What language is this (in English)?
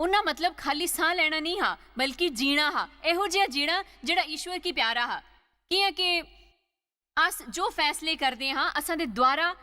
Dogri